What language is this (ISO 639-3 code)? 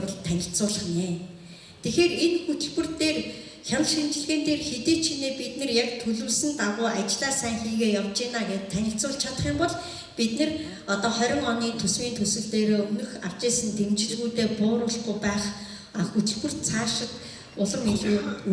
mon